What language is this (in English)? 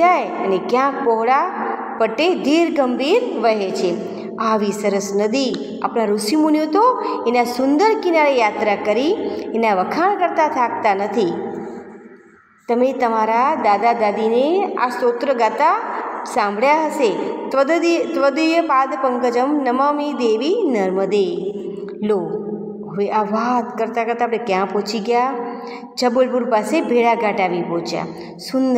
Gujarati